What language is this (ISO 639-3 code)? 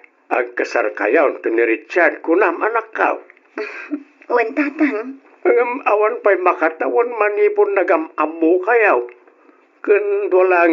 ilo